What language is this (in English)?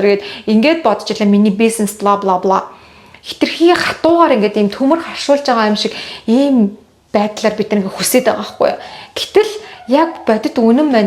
Mongolian